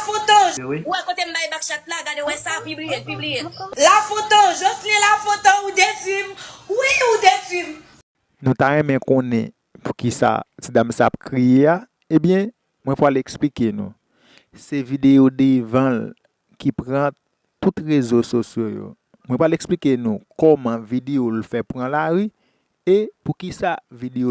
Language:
Haitian Creole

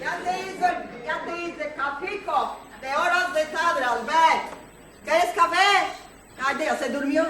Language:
Ladino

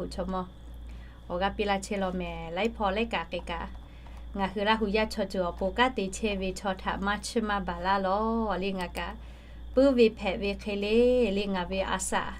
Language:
Lahu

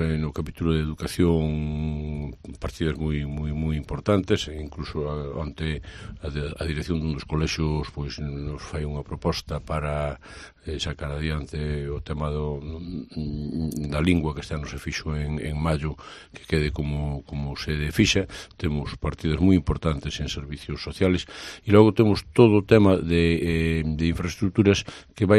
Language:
Galician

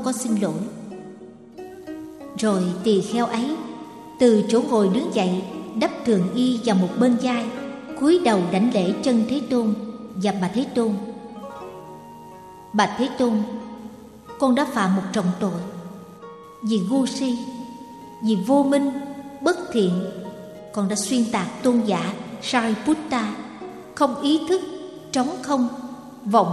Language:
Vietnamese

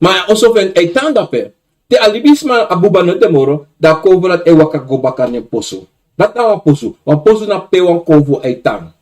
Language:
Sranan Tongo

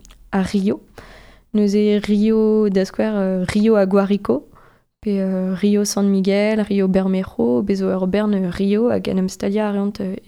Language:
Breton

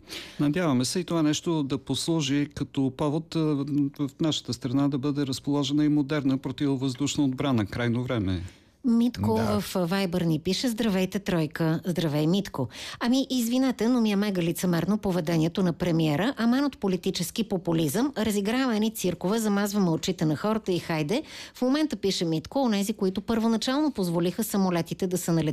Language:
Bulgarian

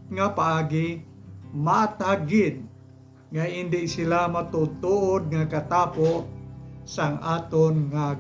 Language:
Hiligaynon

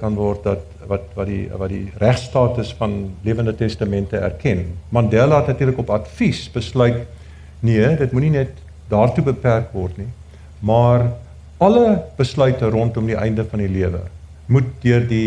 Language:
Afrikaans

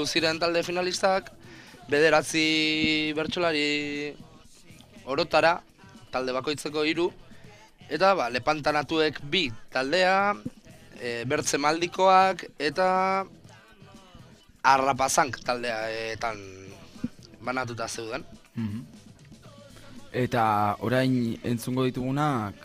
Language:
Basque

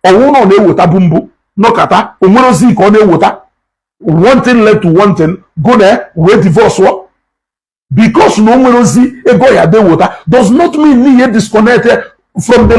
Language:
Igbo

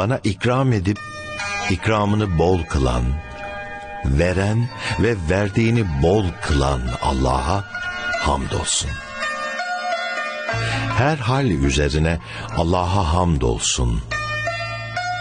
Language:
Turkish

